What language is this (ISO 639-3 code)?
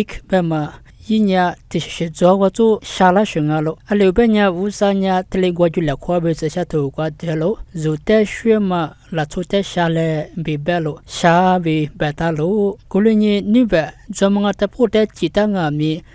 lis